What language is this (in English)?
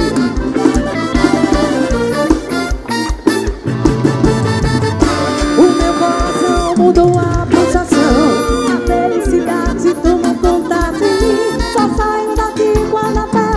Portuguese